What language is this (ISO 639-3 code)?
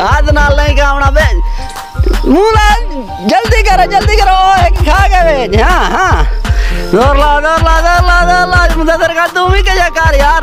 skr